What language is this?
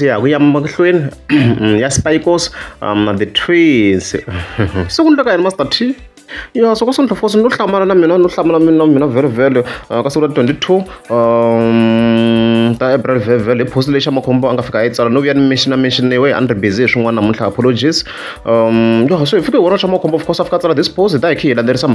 Tsonga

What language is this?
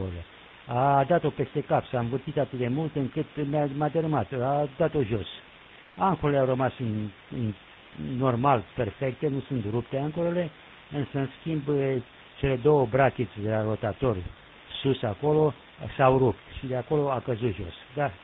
Romanian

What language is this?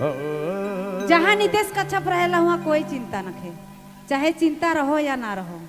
Sadri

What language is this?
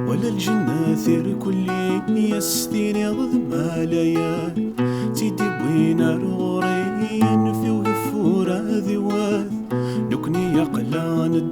Kabyle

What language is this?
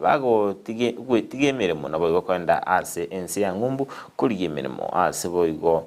Gusii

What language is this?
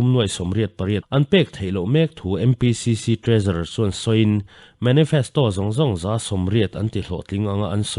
Mizo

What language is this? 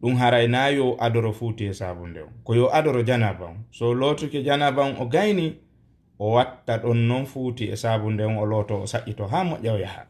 Fula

